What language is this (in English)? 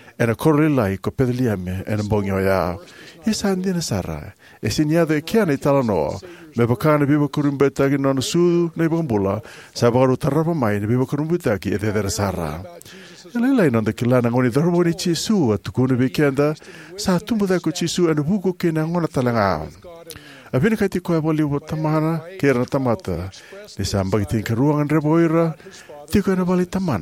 Fijian